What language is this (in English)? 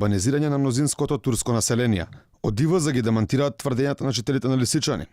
Macedonian